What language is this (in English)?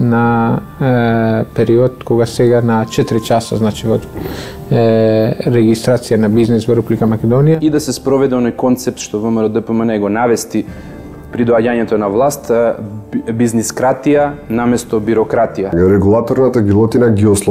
Macedonian